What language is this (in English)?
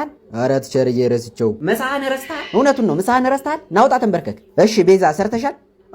Amharic